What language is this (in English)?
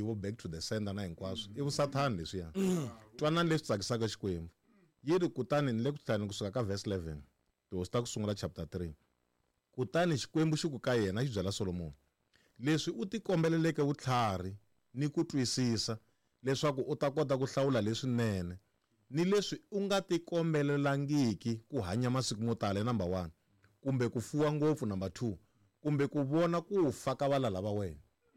Tsonga